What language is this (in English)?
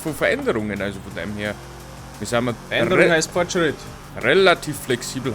Bavarian